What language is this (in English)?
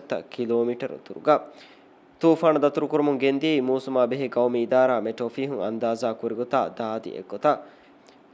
Divehi